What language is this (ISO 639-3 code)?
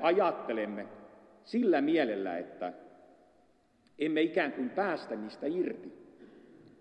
fin